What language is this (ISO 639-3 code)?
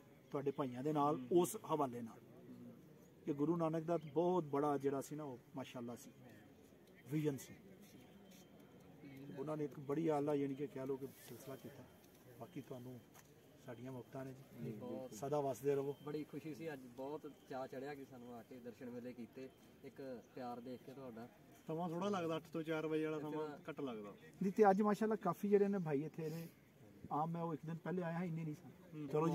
pan